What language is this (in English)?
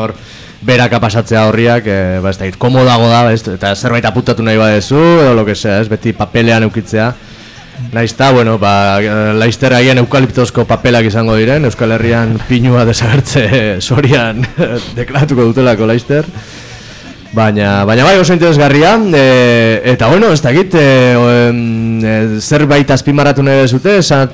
Basque